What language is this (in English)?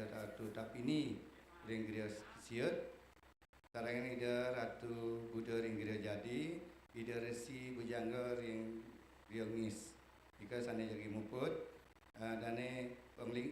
Balinese